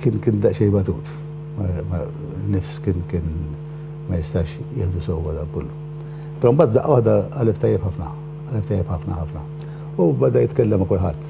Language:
Maltese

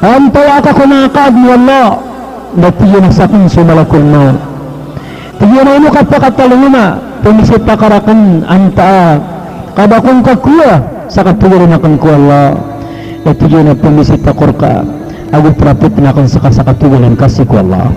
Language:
Maranao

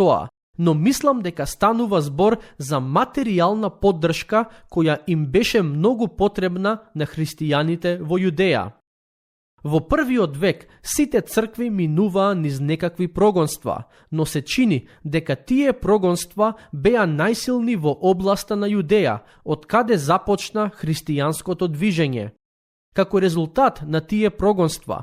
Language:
Macedonian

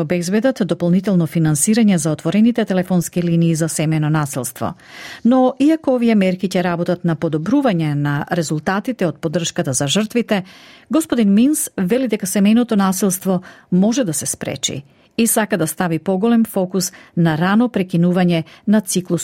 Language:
Macedonian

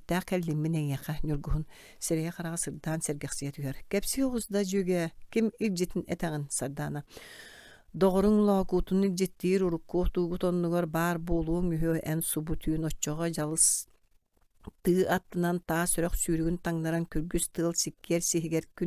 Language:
Yakut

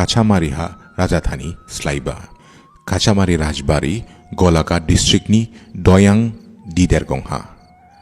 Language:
Dimasa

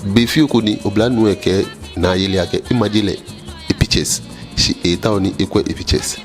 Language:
Ga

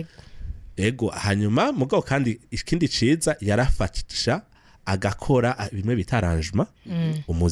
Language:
Rundi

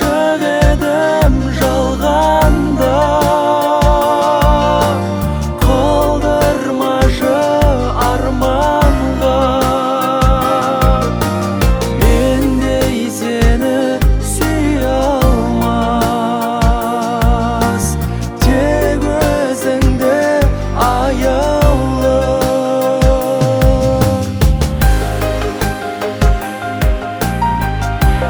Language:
Kazakh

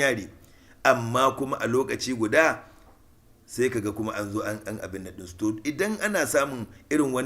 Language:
Hausa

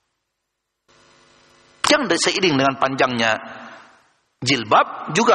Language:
Indonesian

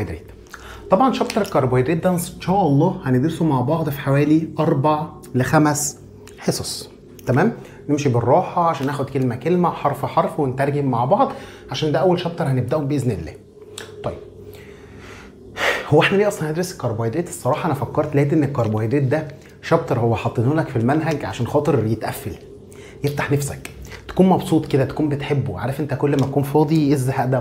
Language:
Egyptian Arabic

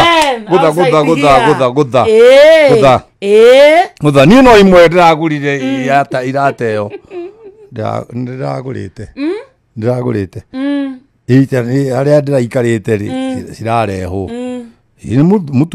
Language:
Kikuyu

